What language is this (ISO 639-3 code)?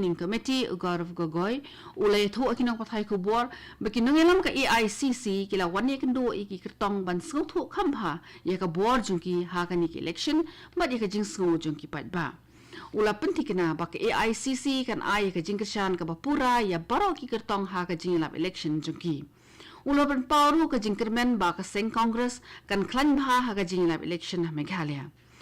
kha